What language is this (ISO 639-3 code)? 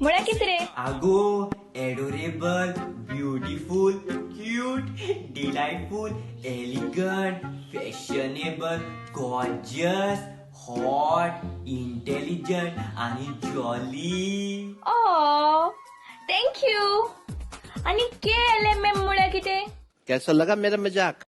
kok